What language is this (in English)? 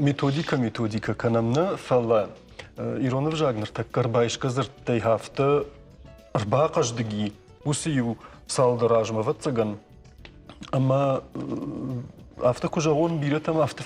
Ossetic